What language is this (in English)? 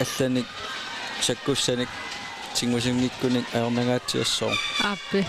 Kalaallisut